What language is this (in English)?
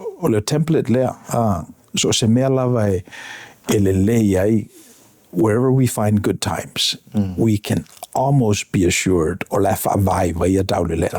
Samoan